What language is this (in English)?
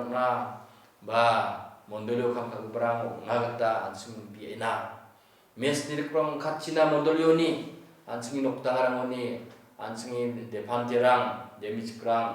Garo